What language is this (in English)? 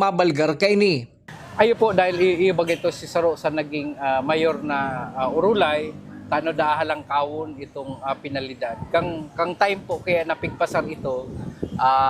Bikol